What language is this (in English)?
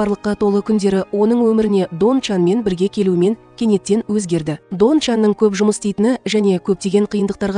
Kazakh